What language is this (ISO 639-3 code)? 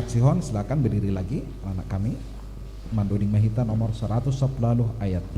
bts